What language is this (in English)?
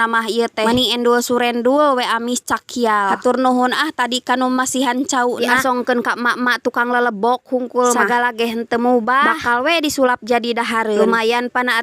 Sundanese